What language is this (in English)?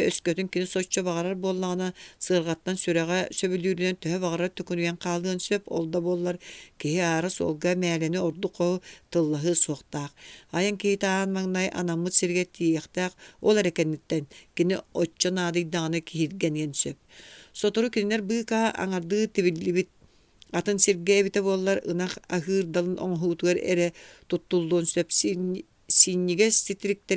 Yakut